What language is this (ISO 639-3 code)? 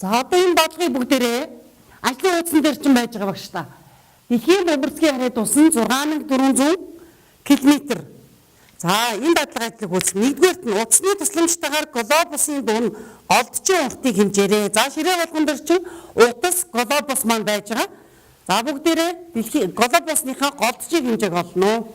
mon